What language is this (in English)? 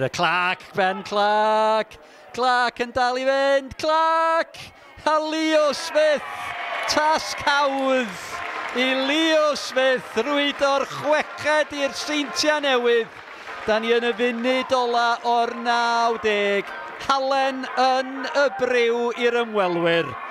Welsh